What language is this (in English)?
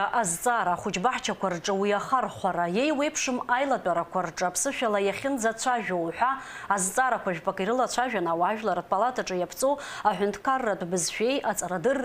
Abkhazian